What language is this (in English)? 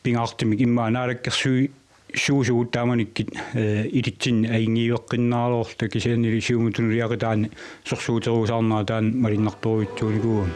Kalaallisut